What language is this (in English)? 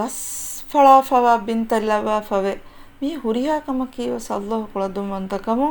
Divehi